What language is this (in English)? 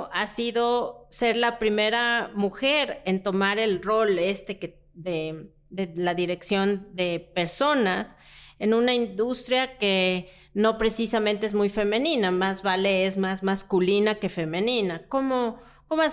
Spanish